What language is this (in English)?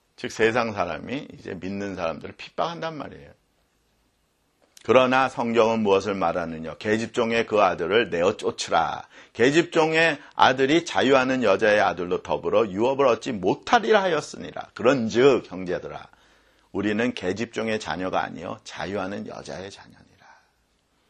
Korean